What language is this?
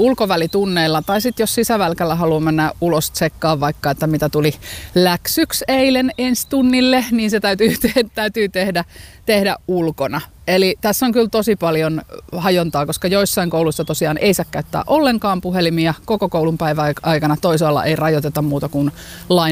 Finnish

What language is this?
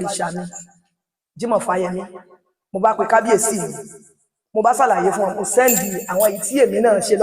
Yoruba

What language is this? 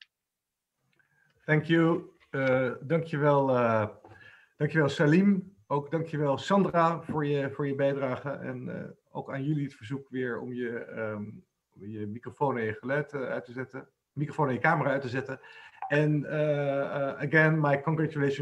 Dutch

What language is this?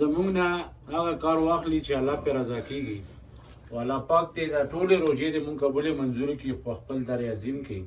Pashto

